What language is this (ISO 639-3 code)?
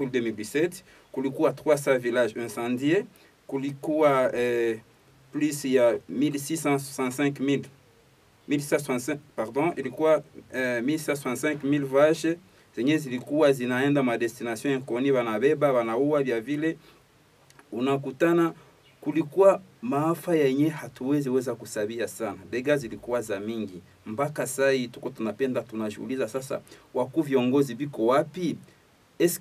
swa